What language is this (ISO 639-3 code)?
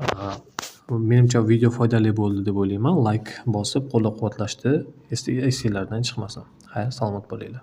uzb